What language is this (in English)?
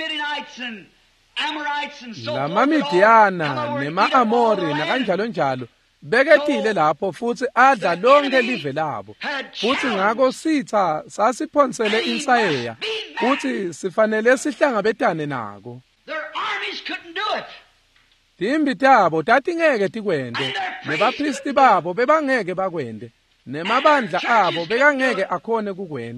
Swati